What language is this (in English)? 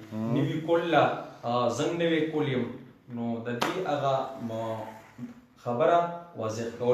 Pashto